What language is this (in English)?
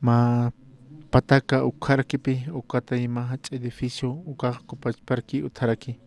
Aymara